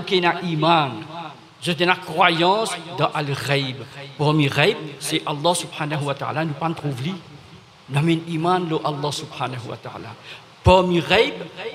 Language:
Morisyen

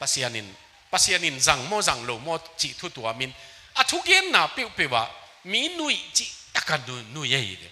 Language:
Tedim Chin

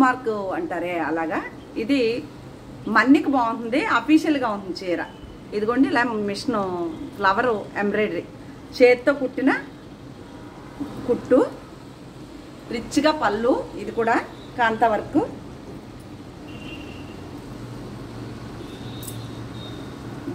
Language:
Telugu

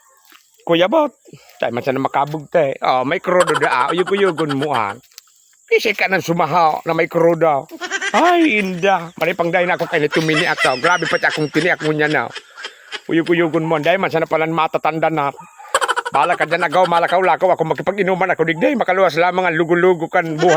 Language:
Bikol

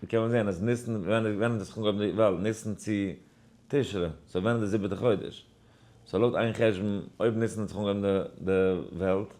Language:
Yiddish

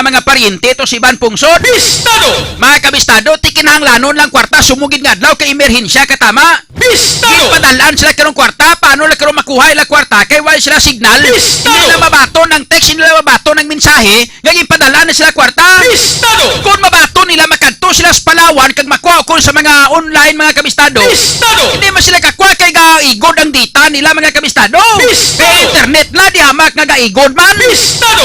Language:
Hiligaynon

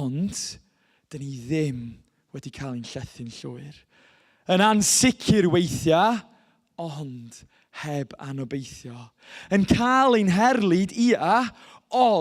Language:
Welsh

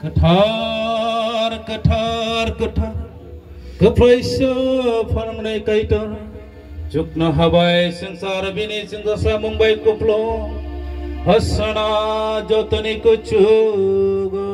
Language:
Kok Borok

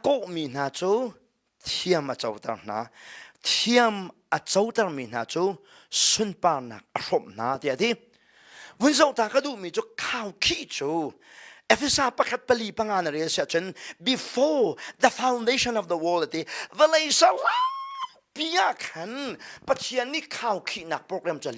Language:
Hakha Chin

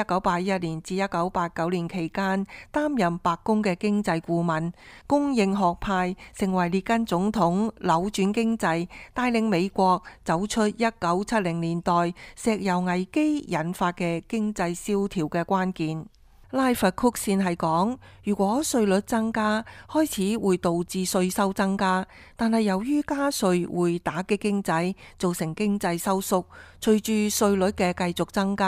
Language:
Cantonese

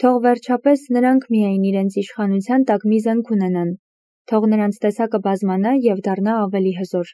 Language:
Armenian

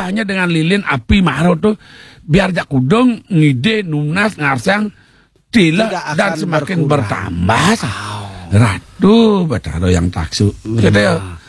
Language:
Balinese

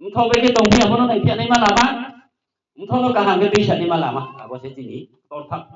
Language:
Riang (India)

